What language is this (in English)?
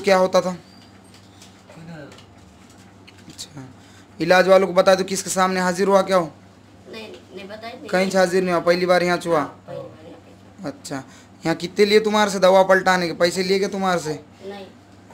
Hindi